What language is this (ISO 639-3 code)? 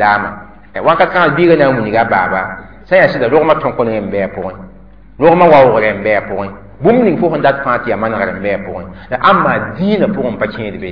mos